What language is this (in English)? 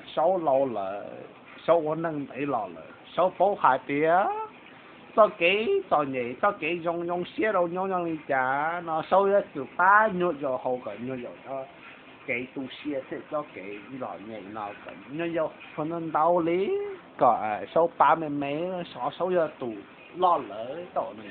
Hmong